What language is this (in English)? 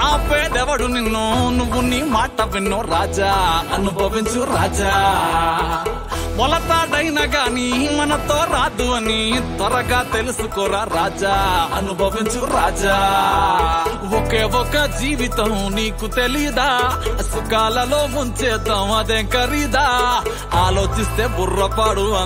Telugu